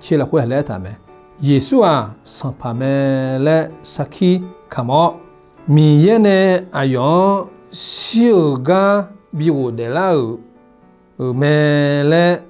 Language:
Akha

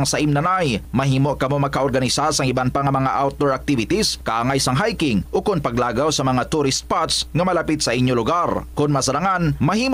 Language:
Hiligaynon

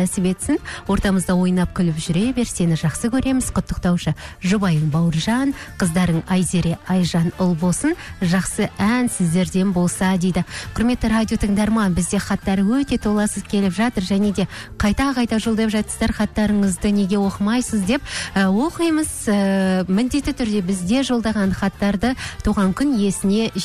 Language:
Kazakh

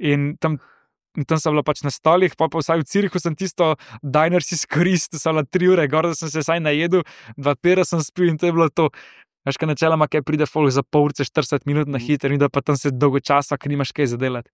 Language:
Slovenian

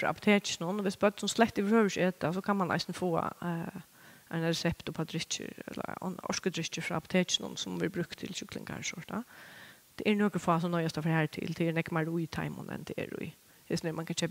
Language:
Faroese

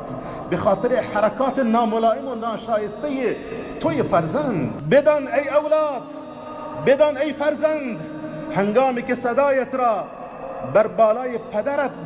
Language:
Tajik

